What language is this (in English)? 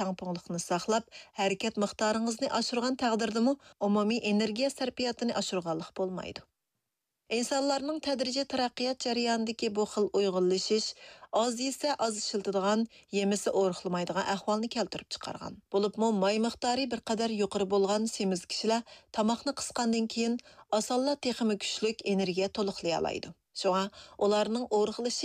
Uyghur